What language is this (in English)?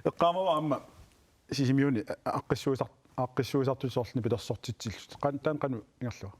Kalaallisut